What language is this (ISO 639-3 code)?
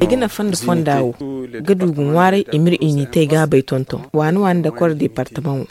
dje